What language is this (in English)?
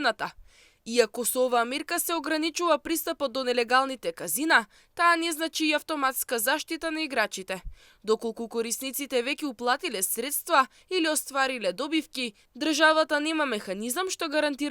Macedonian